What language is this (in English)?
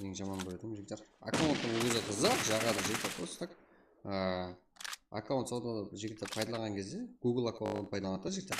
Kara-Kalpak